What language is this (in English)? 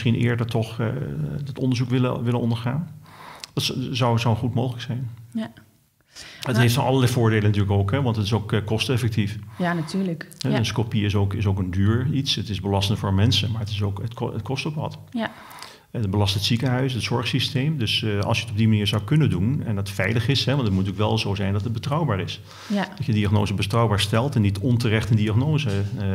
Dutch